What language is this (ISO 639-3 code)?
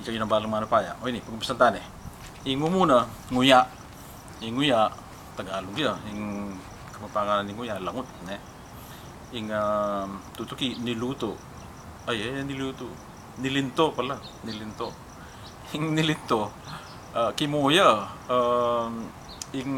pam